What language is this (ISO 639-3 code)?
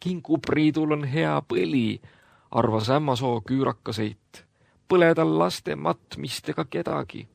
est